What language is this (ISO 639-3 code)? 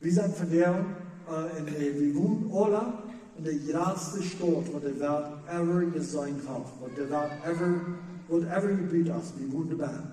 pdt